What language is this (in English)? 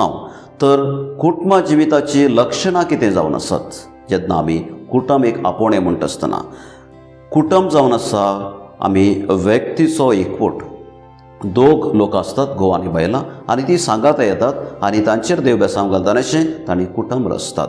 Konkani